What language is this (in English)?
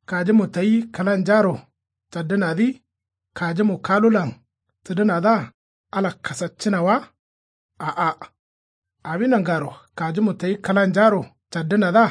Kanuri